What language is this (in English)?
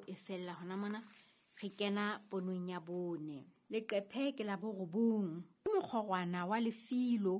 Southern Sotho